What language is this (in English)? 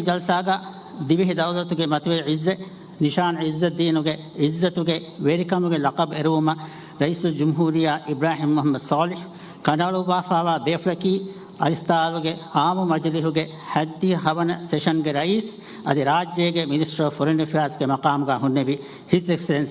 Divehi